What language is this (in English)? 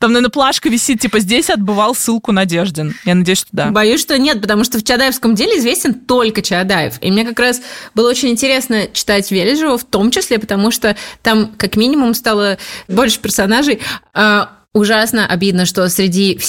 Russian